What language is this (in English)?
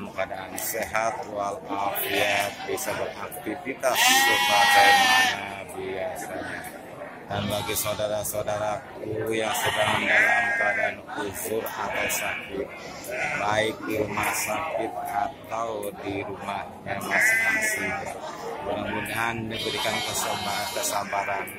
Indonesian